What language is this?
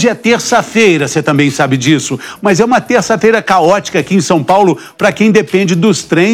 Portuguese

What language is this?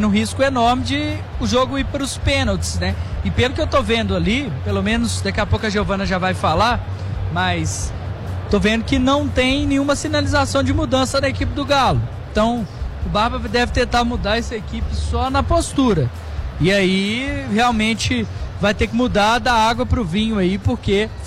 Portuguese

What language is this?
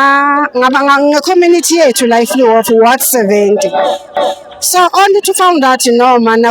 Zulu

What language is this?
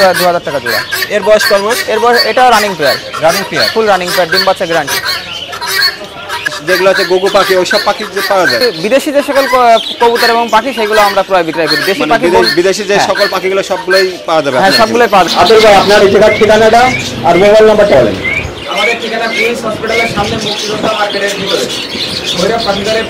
Bangla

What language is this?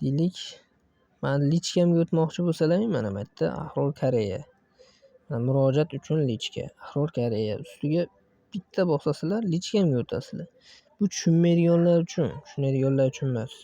Uzbek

